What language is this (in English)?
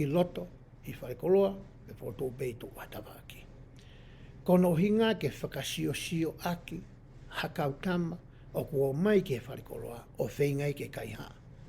Tongan